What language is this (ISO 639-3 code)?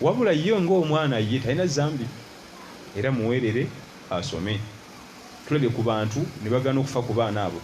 lug